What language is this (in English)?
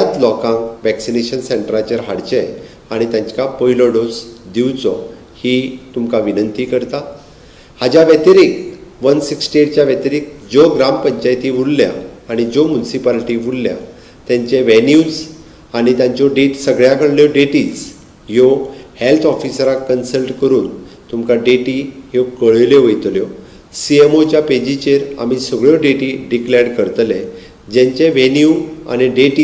Konkani